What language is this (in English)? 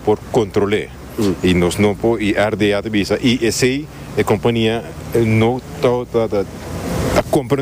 Papiamento